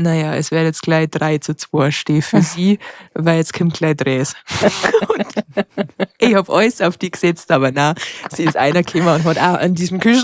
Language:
Bavarian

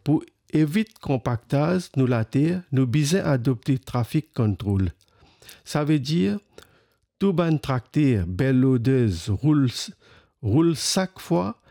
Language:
Morisyen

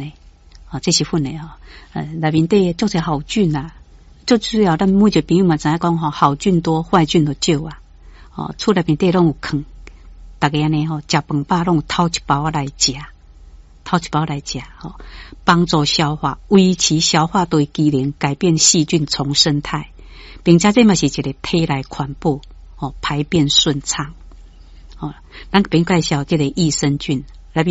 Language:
Min Nan Chinese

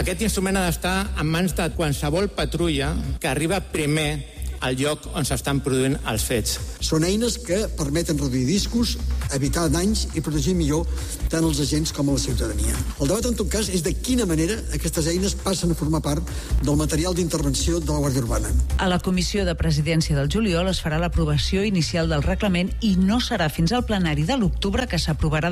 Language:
Catalan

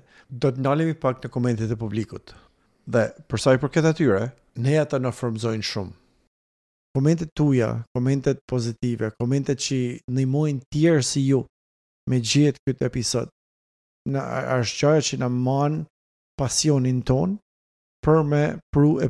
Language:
Albanian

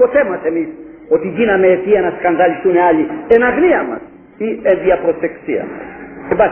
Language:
Greek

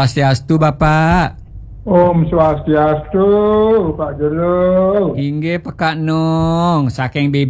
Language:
Balinese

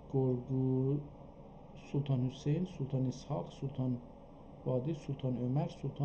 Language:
South Azerbaijani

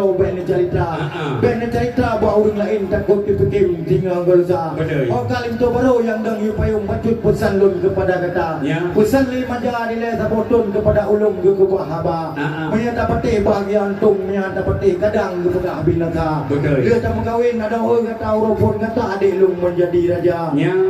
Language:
Achinese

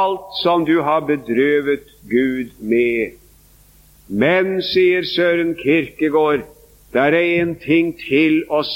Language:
Norwegian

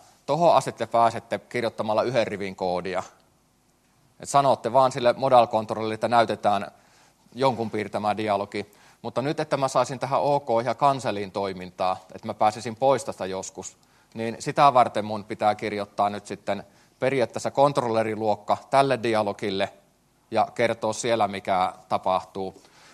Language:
Finnish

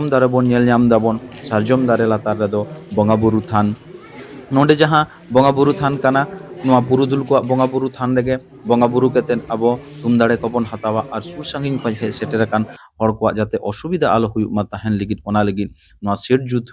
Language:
Santali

